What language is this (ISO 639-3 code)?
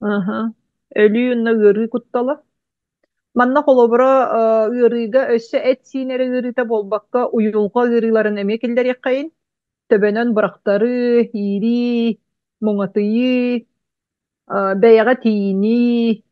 sah